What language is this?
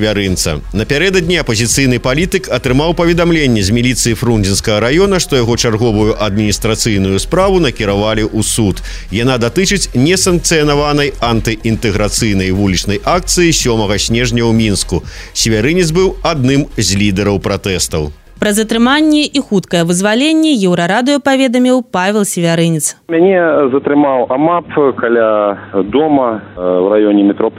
Belarusian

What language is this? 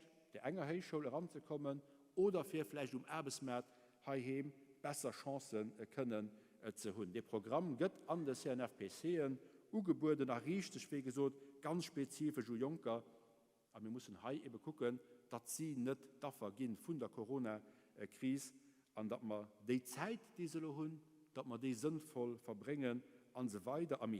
Luxembourgish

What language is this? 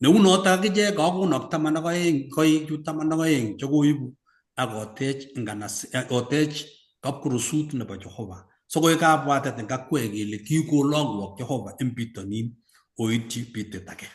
Kalenjin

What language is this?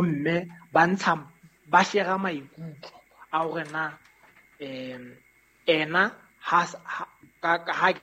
Southern Sotho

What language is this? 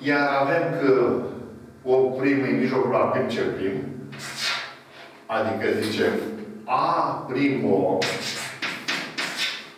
Romanian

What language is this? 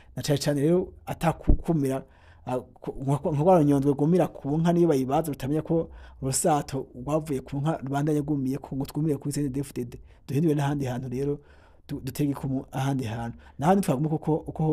Rundi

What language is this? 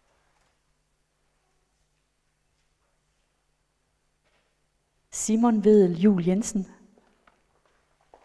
Danish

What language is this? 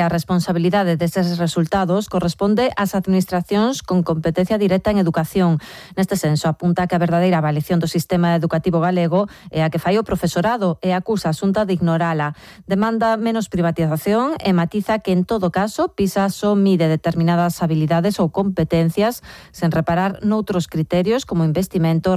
Galician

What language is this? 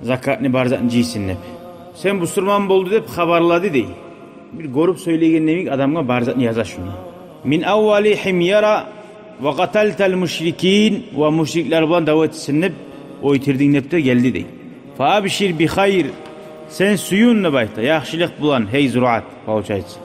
Kumyk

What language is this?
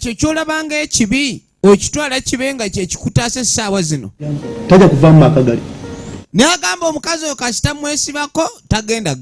Ganda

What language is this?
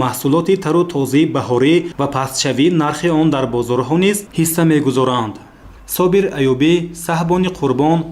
Tajik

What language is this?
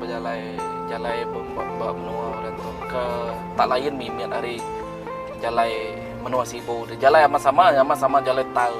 Iban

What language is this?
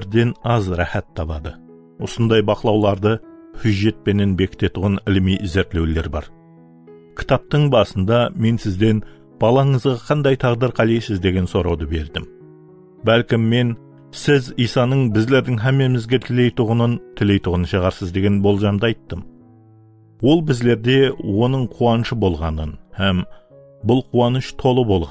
Kara-Kalpak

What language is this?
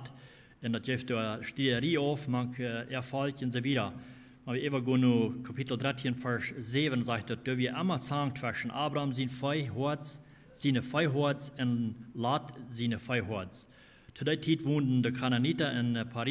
Plautdietsch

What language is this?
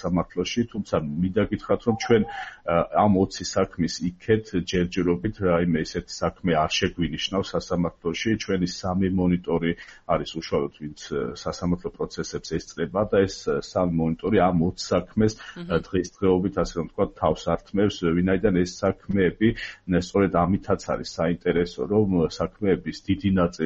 Georgian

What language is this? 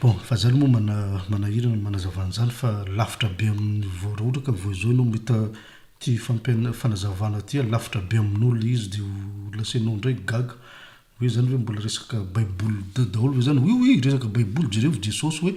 Malagasy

